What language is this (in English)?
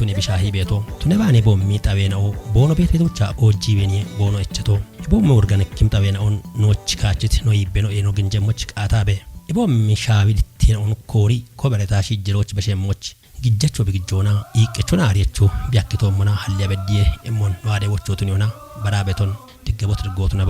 Kafa